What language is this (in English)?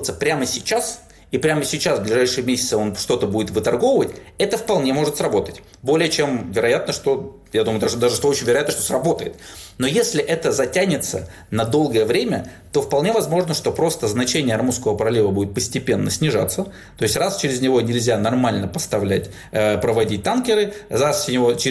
Russian